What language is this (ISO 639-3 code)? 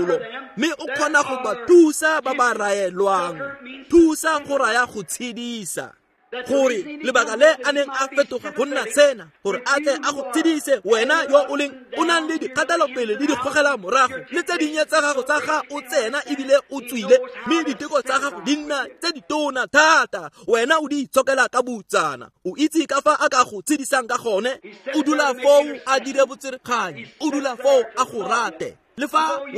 tsn